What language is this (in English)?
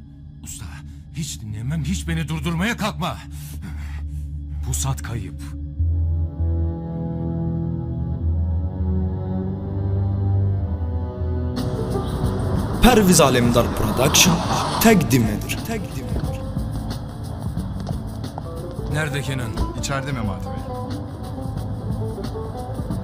Turkish